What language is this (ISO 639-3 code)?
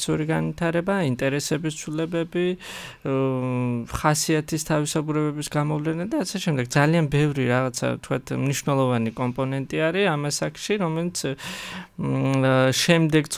kat